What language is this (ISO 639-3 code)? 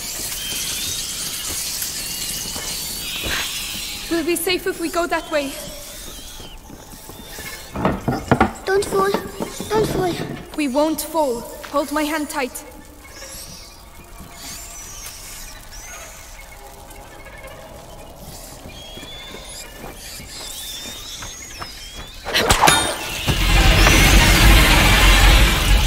eng